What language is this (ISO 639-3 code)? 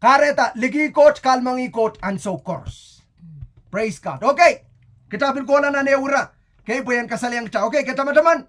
pon